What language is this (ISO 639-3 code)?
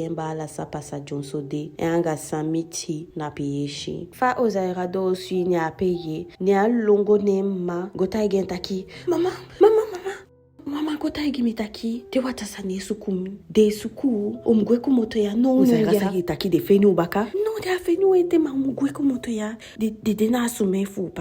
djk